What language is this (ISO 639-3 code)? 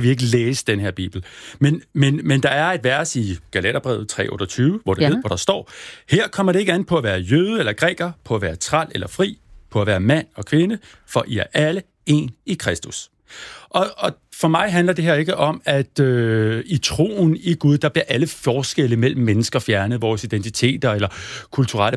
dan